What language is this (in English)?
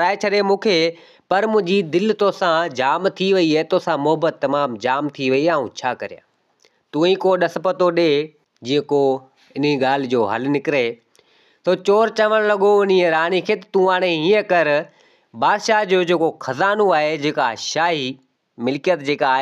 Sindhi